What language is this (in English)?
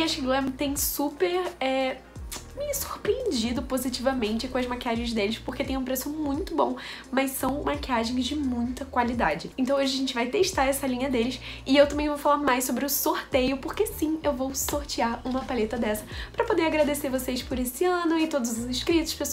Portuguese